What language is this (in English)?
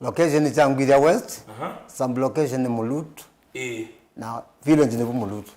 Kamba